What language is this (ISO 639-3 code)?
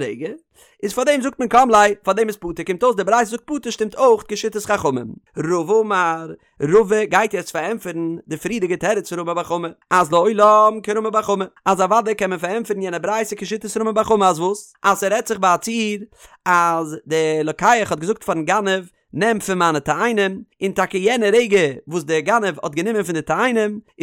yid